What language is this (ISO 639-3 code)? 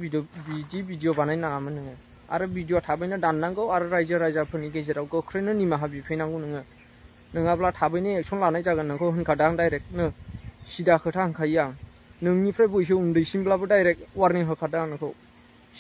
brx